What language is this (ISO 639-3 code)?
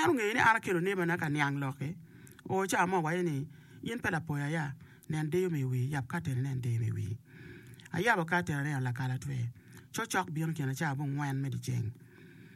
ach